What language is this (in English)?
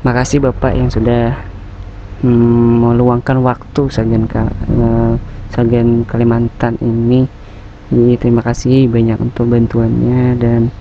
Banjar